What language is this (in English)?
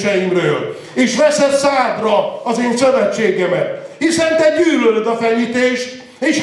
Hungarian